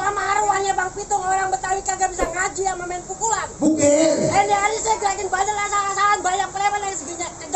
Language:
Betawi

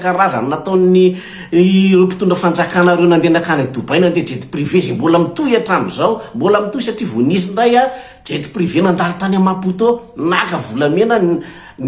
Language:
Malagasy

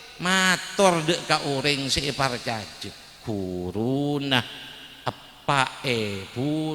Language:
Madurese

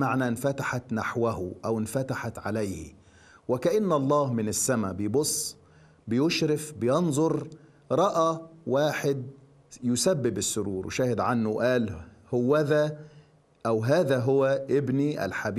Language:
Egyptian Arabic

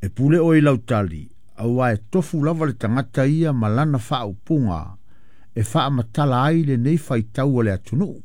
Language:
Samoan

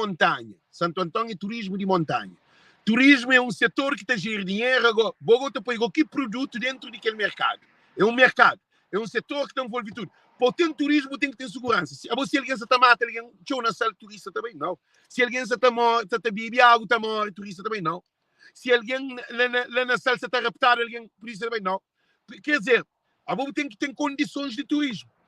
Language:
Kabuverdianu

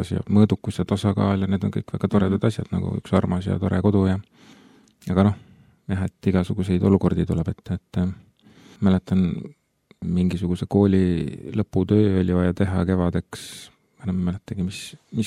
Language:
Estonian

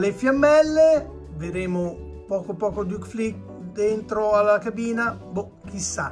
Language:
Italian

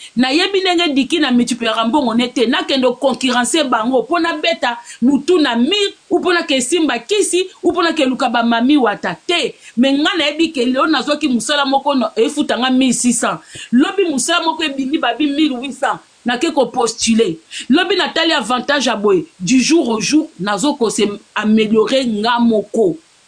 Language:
Lingala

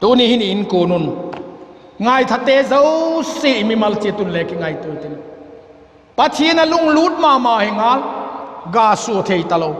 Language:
Vaiphei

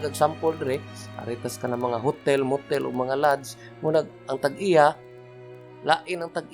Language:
Cebuano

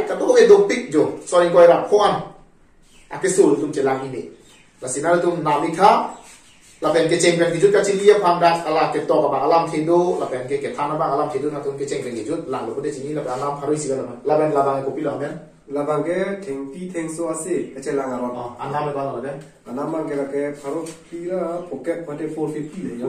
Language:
Karbi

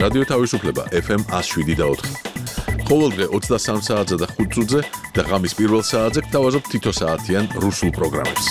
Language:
Georgian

